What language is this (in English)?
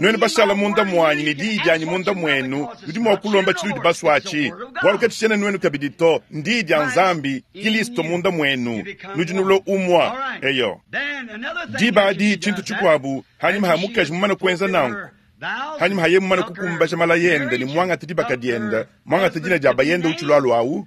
Luba-Lulua